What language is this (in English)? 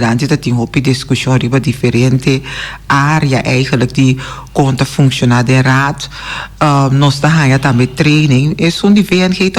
Papiamento